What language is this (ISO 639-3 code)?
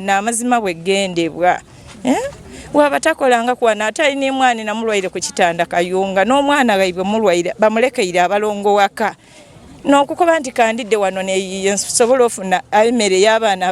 lug